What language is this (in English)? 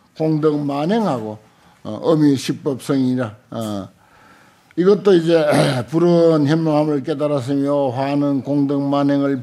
Korean